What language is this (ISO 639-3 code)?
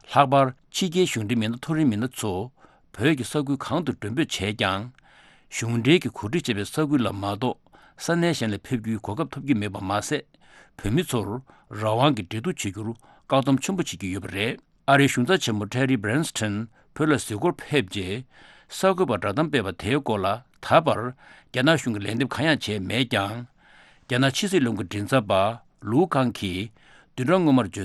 bod